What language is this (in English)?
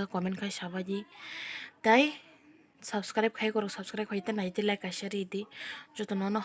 Kok Borok